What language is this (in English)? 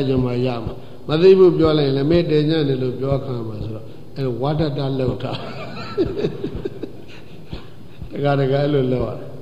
Burmese